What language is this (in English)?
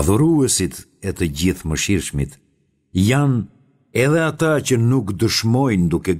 Albanian